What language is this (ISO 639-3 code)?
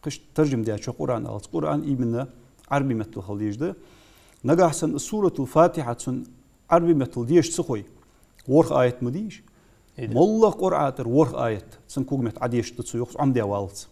inh